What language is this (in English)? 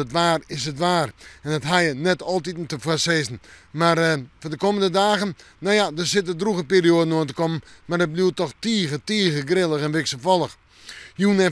Western Frisian